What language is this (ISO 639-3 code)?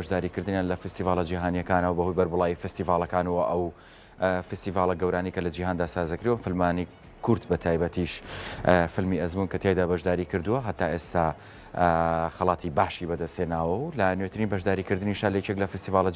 ckb